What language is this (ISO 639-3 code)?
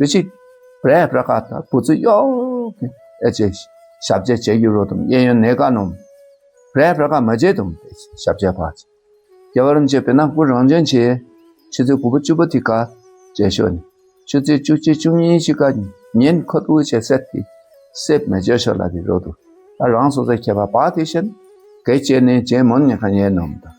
dka